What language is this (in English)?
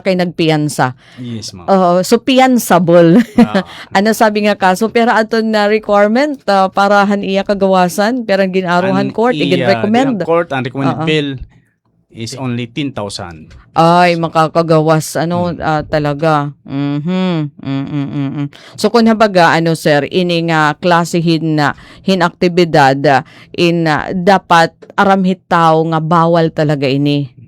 Waray